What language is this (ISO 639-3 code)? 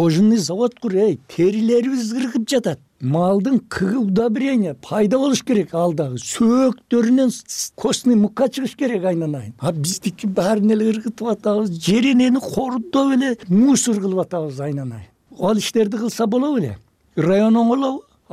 kir